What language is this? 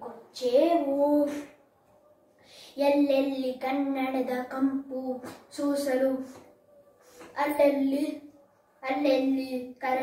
Kannada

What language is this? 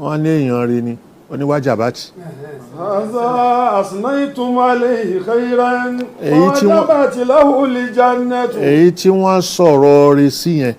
Yoruba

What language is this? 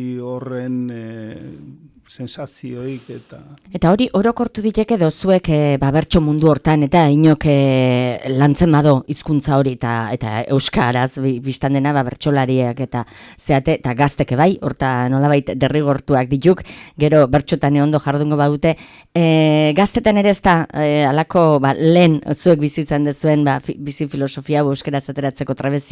Basque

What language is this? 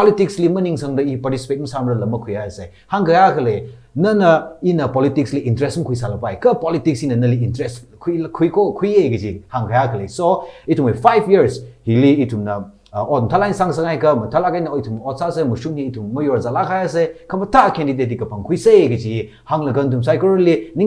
Tangkhul Naga (India)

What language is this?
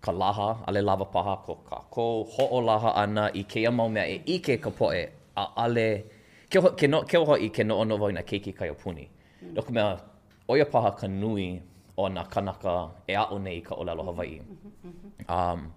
Hawaiian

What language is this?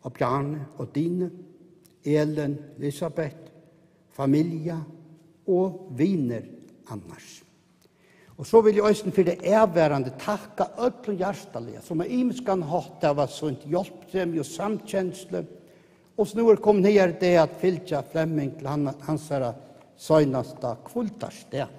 Faroese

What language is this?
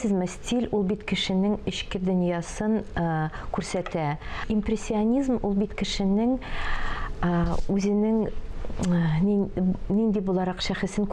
Tatar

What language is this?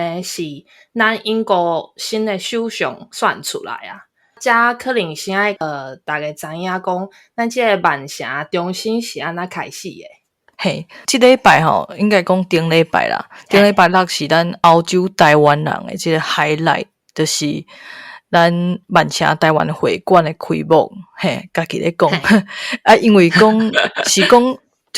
Min Nan Chinese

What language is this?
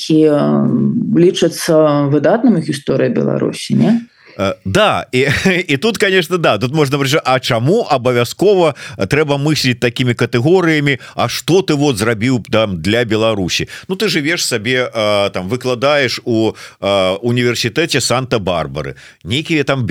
Belarusian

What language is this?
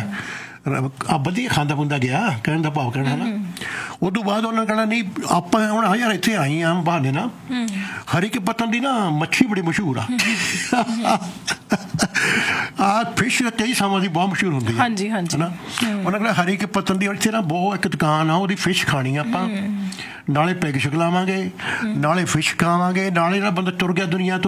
Punjabi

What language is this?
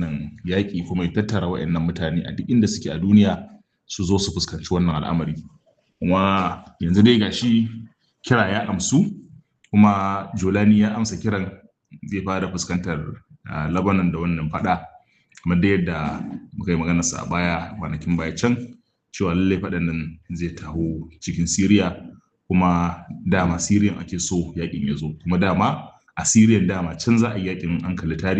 Hausa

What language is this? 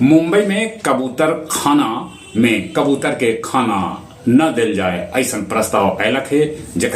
Magahi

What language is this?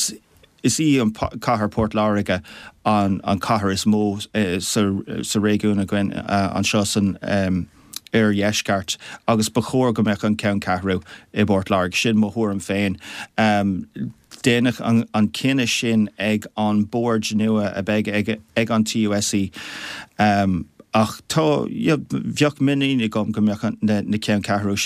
Irish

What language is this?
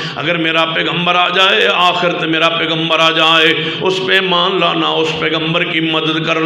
Urdu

